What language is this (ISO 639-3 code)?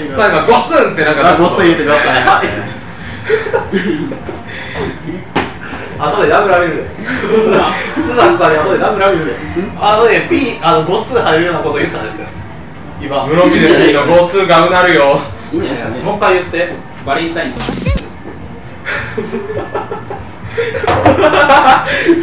jpn